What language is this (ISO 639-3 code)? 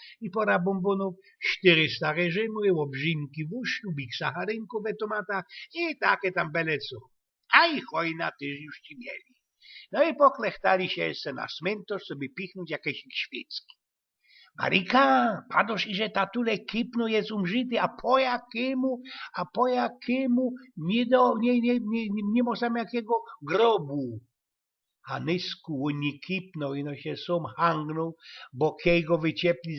szl